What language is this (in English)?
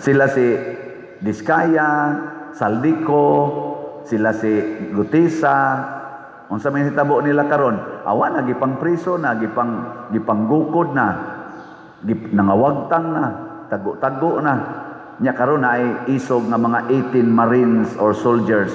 Cebuano